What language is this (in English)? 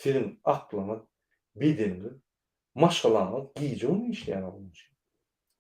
Turkmen